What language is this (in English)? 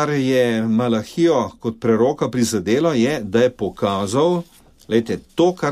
Slovenian